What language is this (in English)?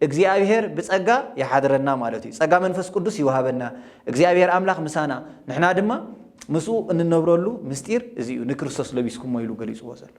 Tigrinya